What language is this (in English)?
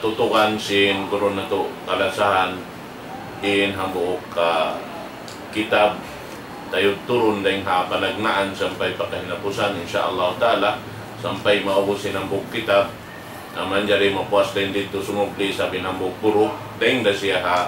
Tausug